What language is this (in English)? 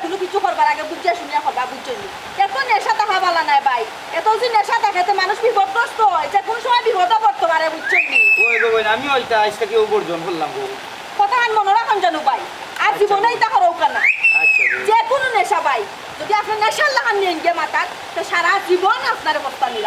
Sylheti